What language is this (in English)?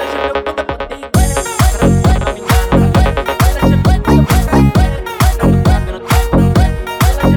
Portuguese